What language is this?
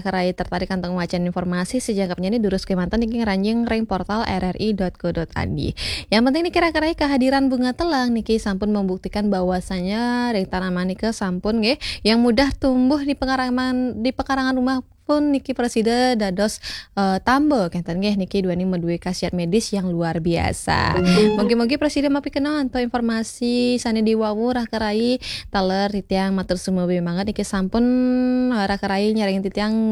Balinese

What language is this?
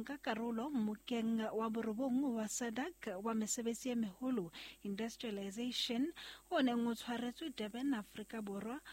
Southern Sotho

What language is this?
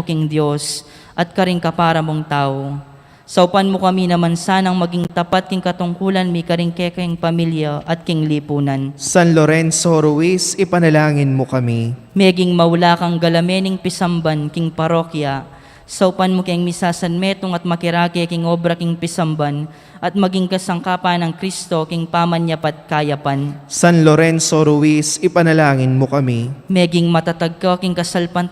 Pampanga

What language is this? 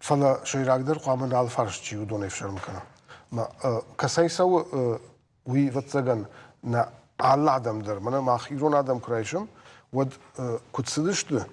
Ossetic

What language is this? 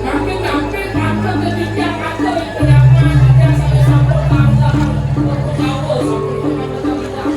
Balinese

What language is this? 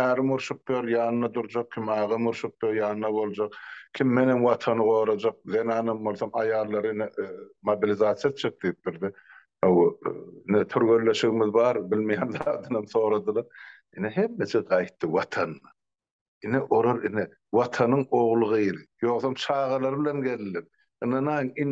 Turkmen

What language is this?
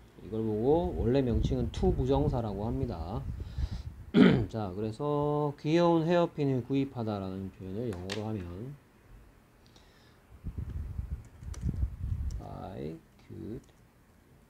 Korean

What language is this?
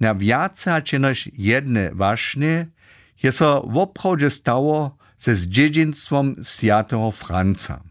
Upper Sorbian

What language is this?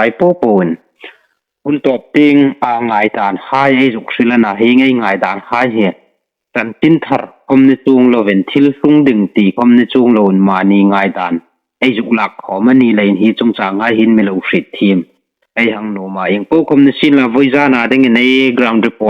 Hmar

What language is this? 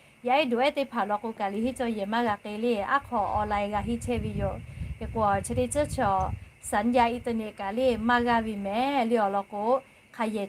Lahu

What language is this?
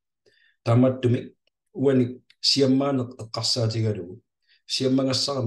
Kalaallisut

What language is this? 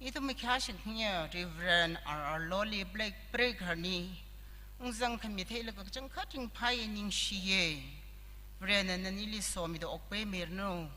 Tangkhul Naga (India)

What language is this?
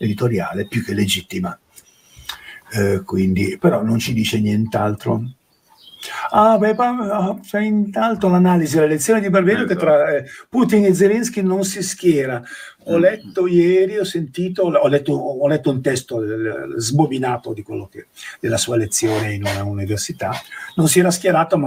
Italian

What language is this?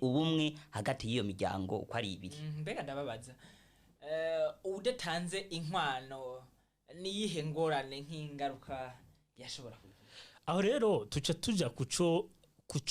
Rundi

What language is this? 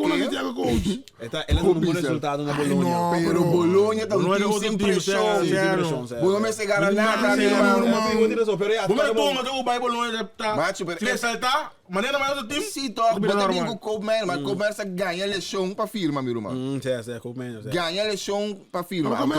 Papiamento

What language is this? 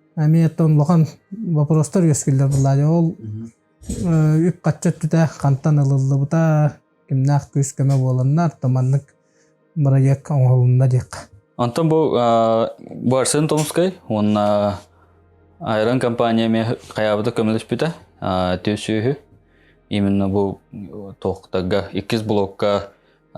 Yakut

